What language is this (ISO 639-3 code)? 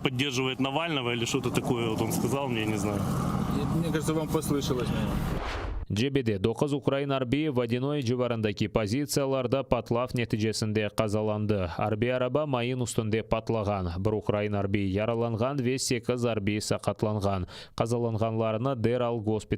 crh